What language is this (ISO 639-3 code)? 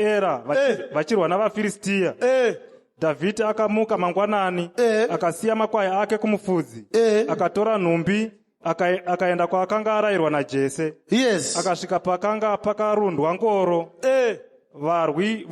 sna